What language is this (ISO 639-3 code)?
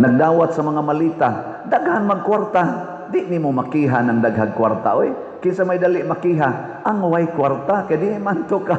ceb